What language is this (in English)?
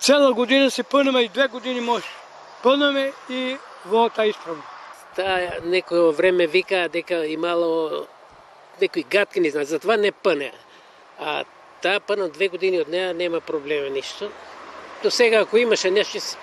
Macedonian